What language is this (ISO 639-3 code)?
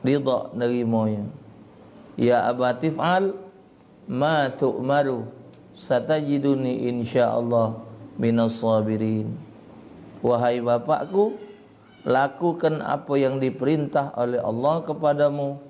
mui